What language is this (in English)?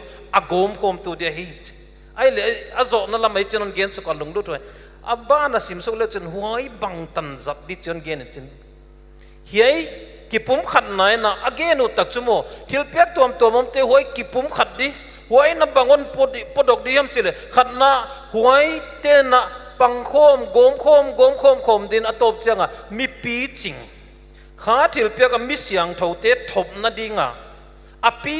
Paite Chin